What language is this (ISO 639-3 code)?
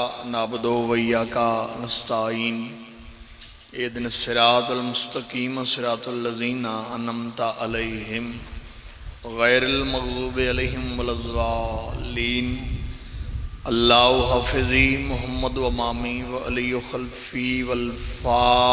phr